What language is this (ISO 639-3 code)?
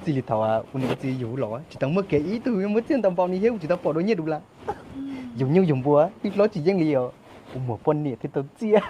hmn